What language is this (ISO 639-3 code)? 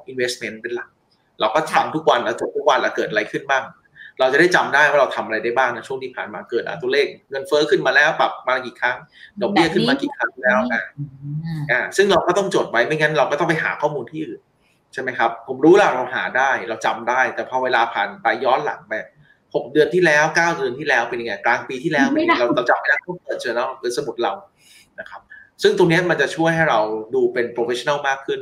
tha